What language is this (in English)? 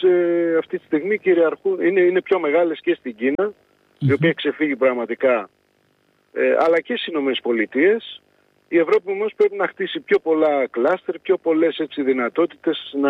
Greek